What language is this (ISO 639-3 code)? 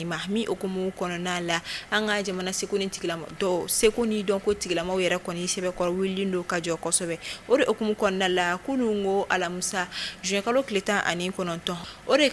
bam